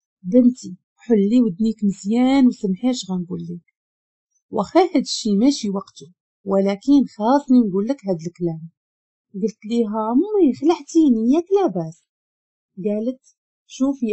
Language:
Moroccan Arabic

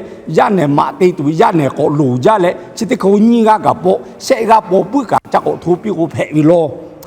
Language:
Lahu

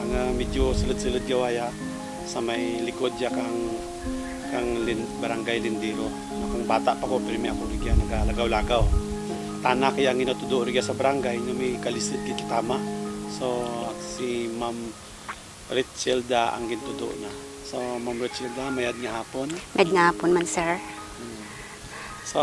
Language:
Kinaray-a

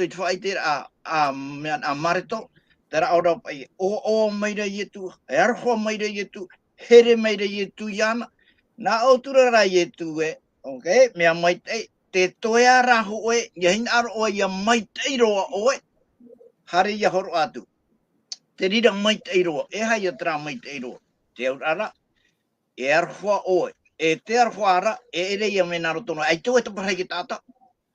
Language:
Tahitian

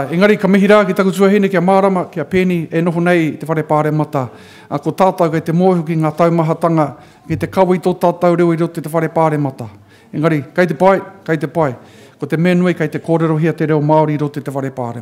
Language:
Māori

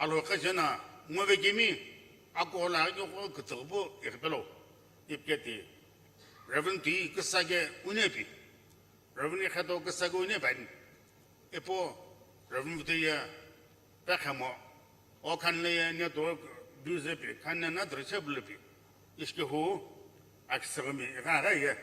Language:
Sumi Naga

